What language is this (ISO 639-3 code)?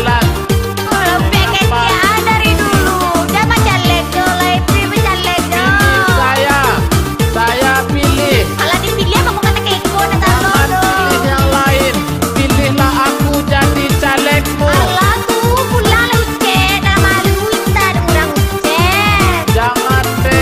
min